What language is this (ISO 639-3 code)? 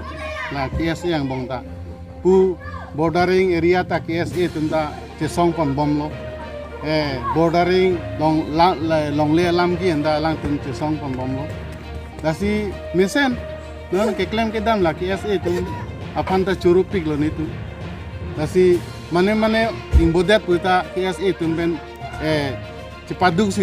mjw